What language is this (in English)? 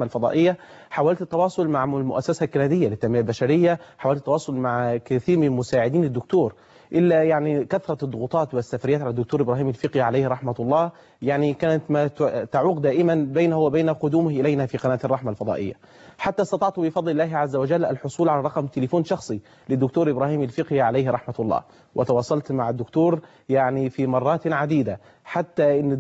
Egyptian Arabic